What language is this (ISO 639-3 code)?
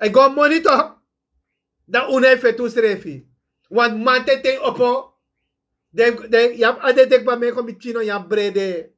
srn